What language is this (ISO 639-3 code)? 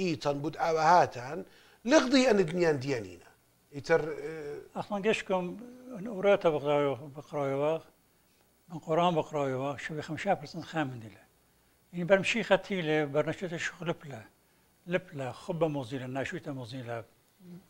aii